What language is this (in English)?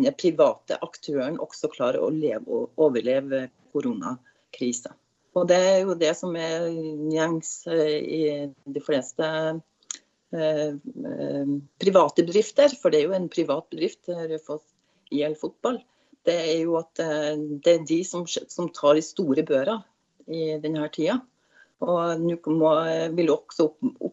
Norwegian